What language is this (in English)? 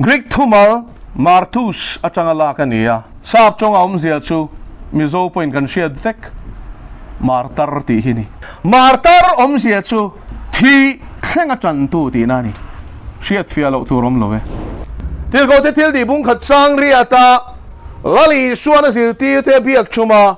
Mizo